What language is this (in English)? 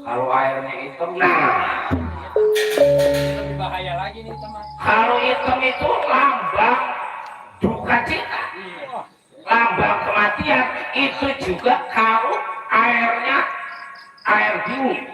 Betawi